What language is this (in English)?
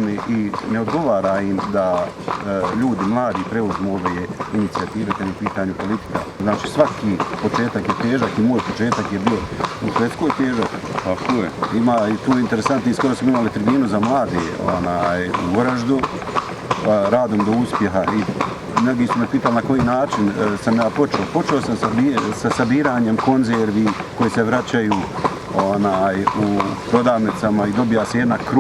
Bosnian